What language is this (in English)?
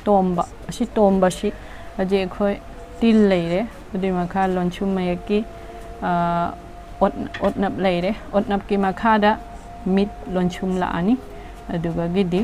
Manipuri